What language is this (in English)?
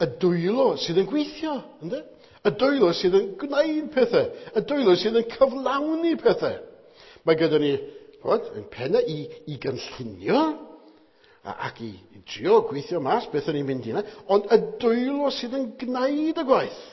Welsh